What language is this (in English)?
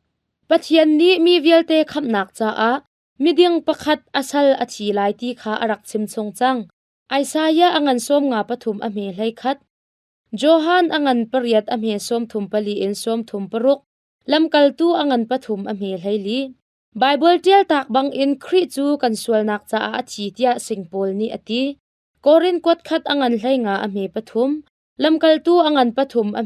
Hakha Chin